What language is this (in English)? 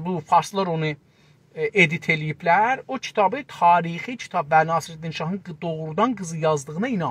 South Azerbaijani